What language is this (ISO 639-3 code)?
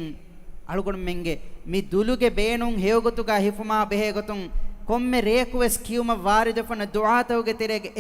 div